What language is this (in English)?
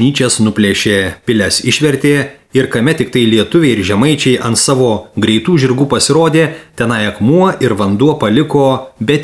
Lithuanian